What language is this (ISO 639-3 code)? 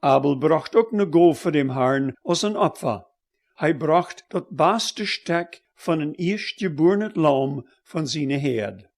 pdt